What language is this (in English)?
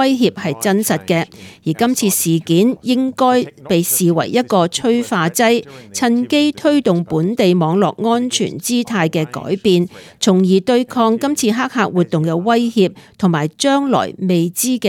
Cantonese